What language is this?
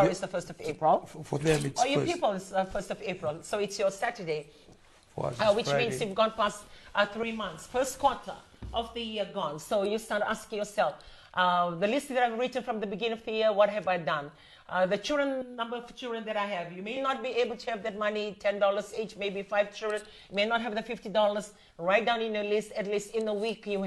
Fijian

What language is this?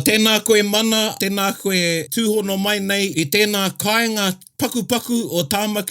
Māori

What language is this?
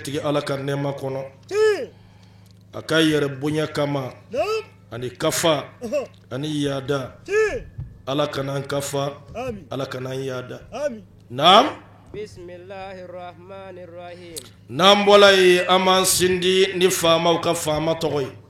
Bambara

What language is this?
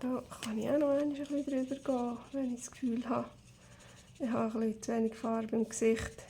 Swiss German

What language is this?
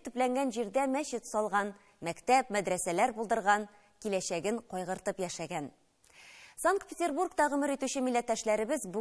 Tatar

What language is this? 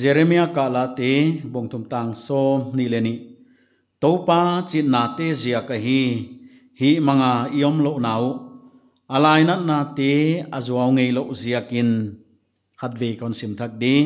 Paite Chin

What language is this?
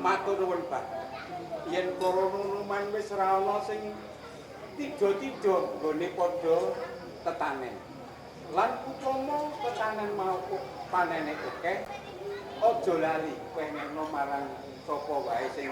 Javanese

